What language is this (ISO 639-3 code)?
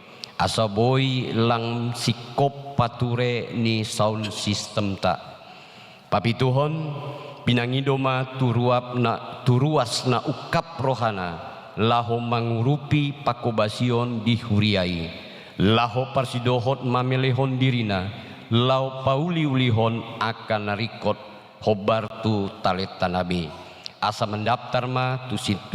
bbc